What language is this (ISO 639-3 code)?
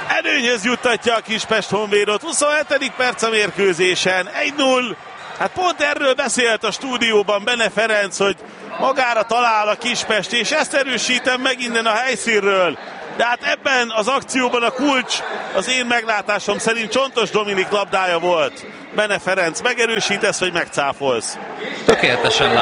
hun